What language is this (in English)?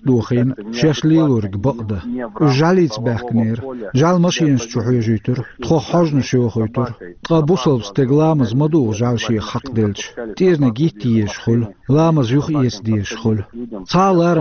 Chechen